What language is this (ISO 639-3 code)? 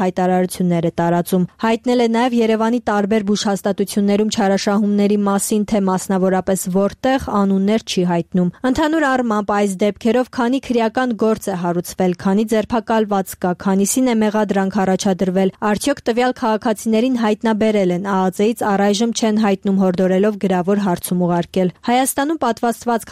hye